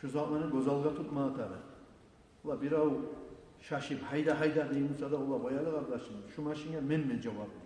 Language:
Kumyk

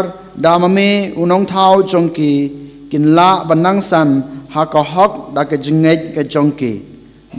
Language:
Khasi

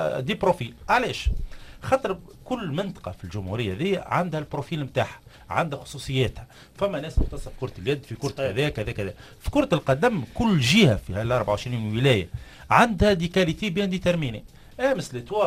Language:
Tunisian Arabic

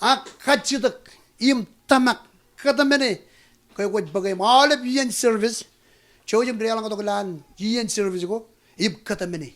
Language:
Marshallese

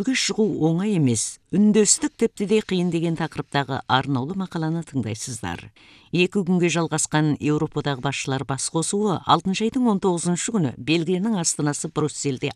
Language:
Kazakh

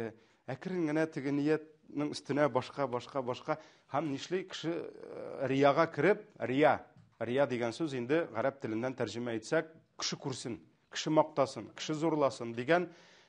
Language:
Tatar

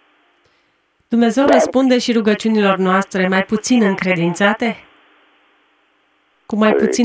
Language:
Romanian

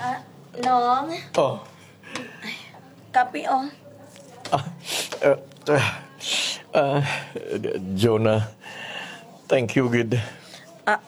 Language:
Hiligaynon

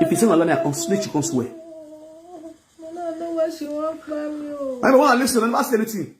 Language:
Nigerian Pidgin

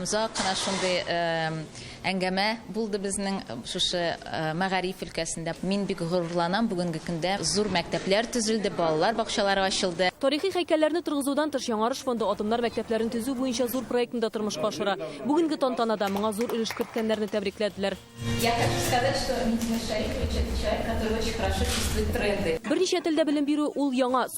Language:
Tatar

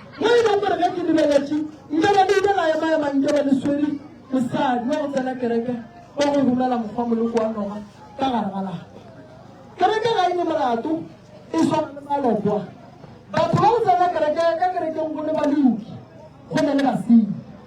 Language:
Northern Sotho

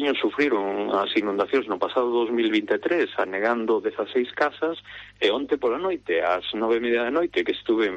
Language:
Galician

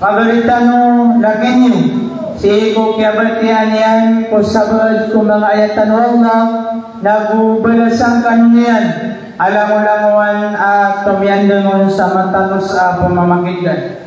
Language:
Maranao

